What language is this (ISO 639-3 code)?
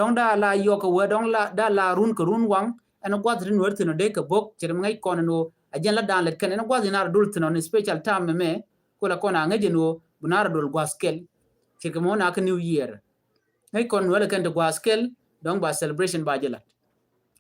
nus